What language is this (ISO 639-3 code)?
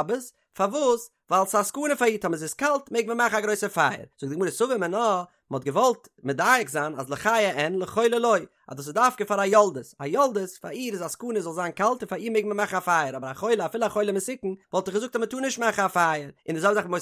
yid